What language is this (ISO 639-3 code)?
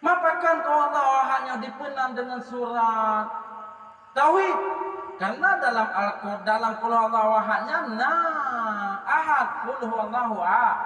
ace